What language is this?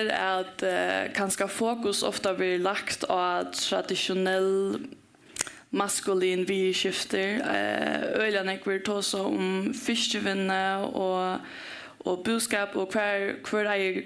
Faroese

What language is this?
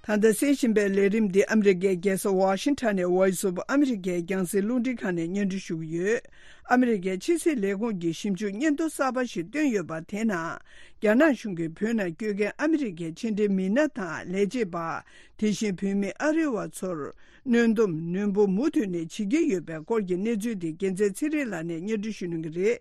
Tibetan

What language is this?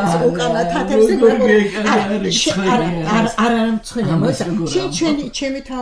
Georgian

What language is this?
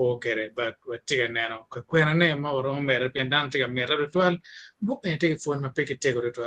Acoli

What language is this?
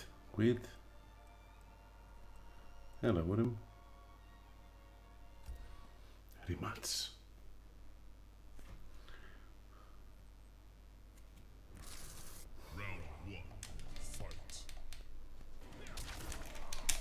Greek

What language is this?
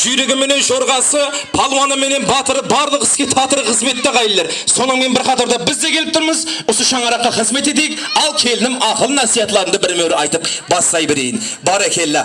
Kara-Kalpak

